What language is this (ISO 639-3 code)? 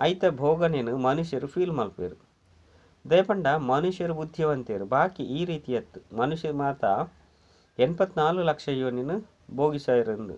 tcy